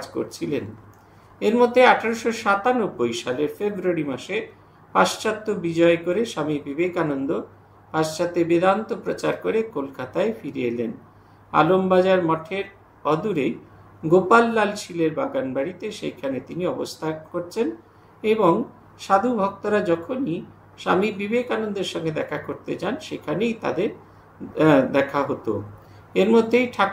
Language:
Bangla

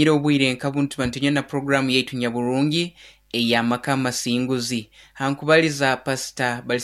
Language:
Nyoro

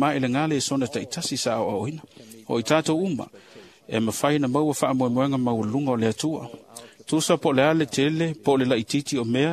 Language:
Samoan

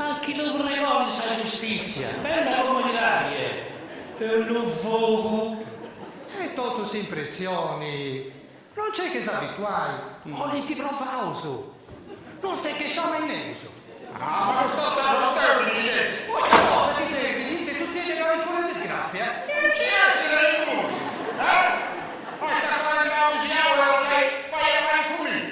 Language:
Sardinian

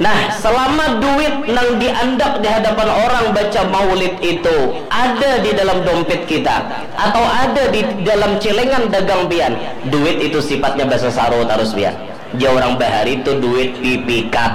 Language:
Banjar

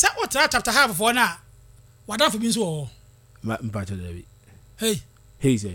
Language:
Akan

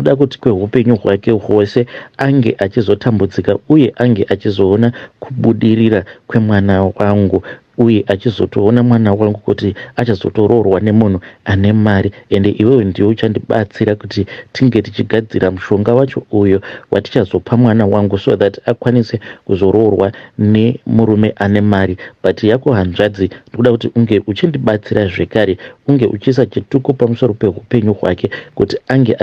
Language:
Shona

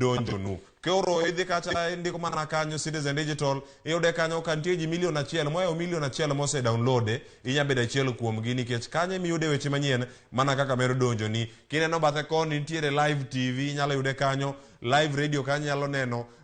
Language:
Luo (Kenya and Tanzania)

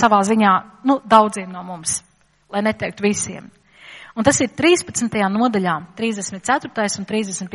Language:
Latvian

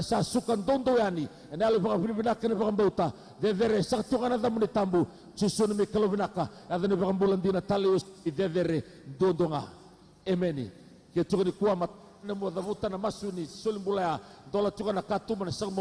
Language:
Fijian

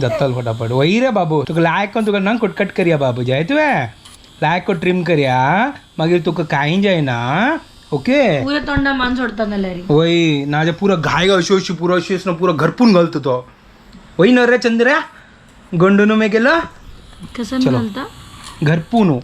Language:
Konkani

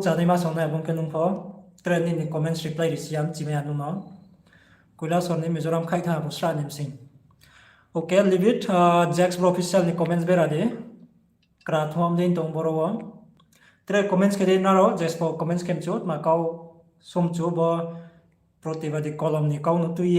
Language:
Riang (India)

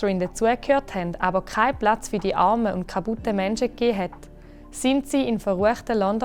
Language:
Swiss German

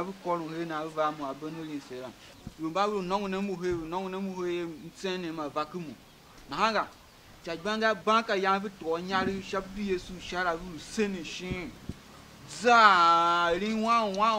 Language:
Tiv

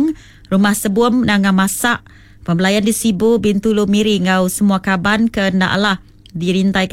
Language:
Iban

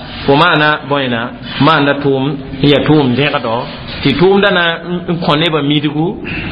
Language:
Mossi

